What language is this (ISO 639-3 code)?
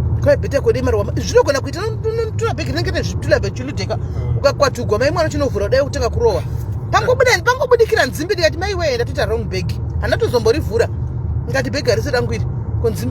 sna